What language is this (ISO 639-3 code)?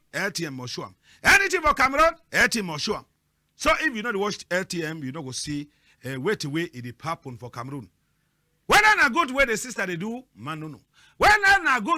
wes